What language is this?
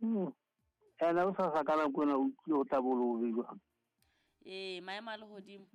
Southern Sotho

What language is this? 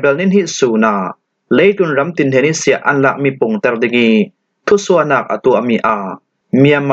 Falam Chin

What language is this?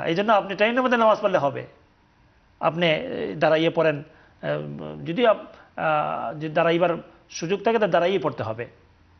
Bangla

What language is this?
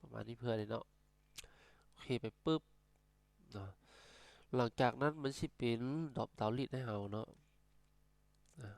Lao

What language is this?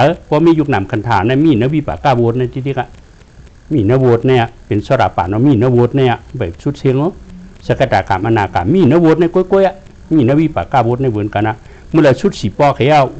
Shan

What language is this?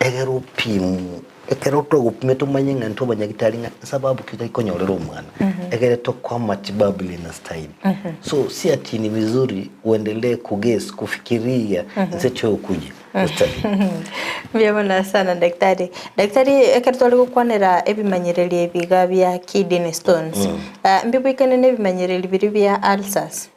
Gusii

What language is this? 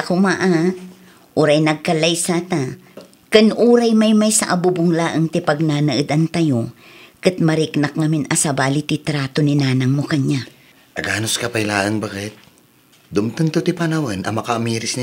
Iloko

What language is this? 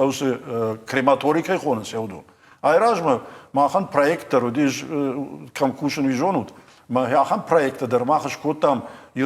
Ossetic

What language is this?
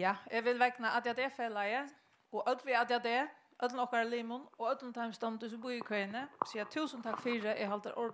Faroese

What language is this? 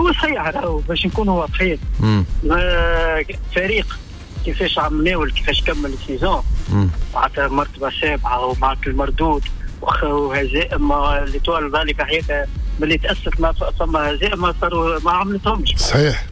Tunisian Arabic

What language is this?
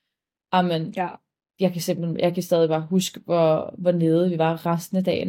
Danish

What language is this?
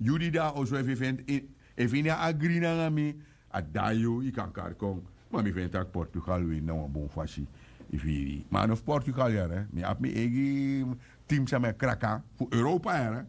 Sranan Tongo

